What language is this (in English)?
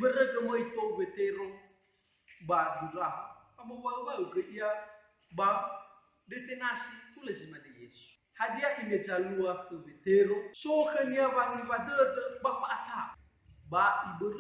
Nias